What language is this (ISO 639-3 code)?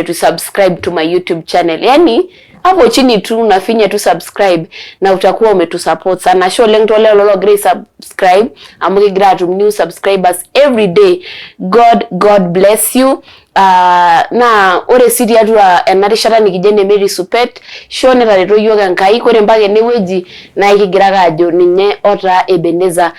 mas